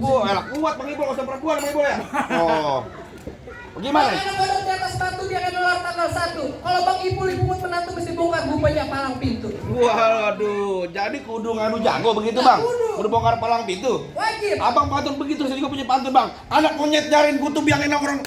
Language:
Betawi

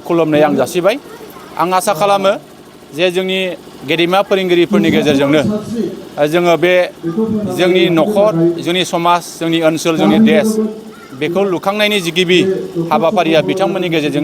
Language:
Bodo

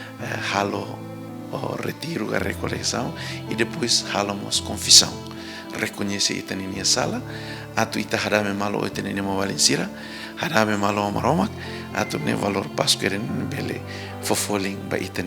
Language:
Tetum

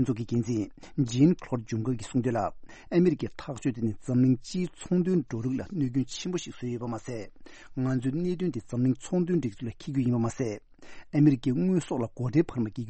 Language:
Tibetan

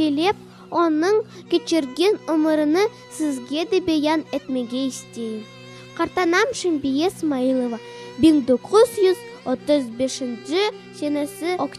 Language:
Crimean Tatar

